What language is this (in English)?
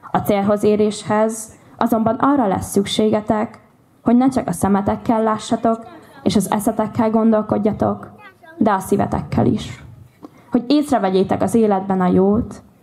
Hungarian